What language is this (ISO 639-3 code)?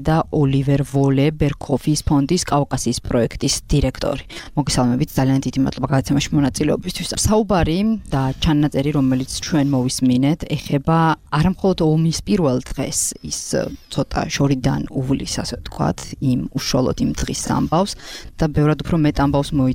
kat